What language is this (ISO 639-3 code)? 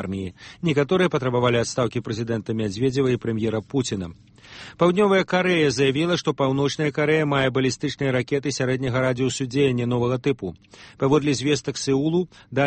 bel